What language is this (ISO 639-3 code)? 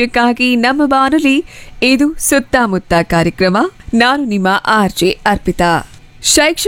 kan